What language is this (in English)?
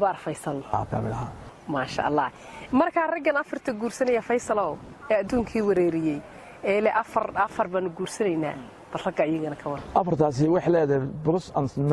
Somali